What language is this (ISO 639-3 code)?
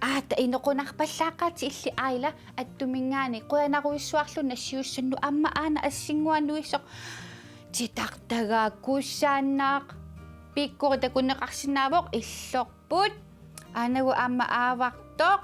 kal